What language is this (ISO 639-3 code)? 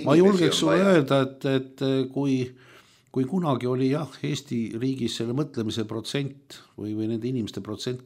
est